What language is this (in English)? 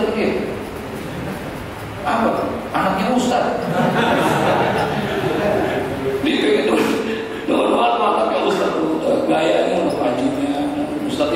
Indonesian